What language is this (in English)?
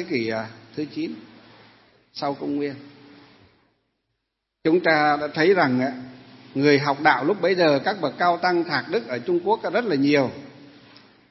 Vietnamese